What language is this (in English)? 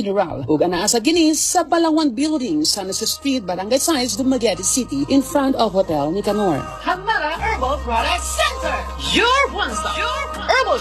Cebuano